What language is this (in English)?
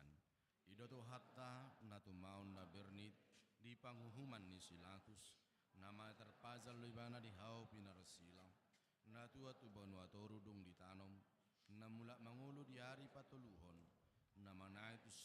Batak Toba